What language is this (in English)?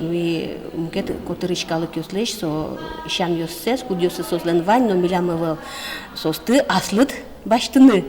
Udmurt